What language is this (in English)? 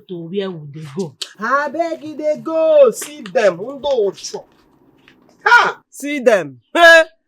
Nigerian Pidgin